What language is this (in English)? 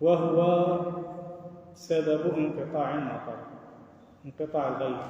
Algerian Arabic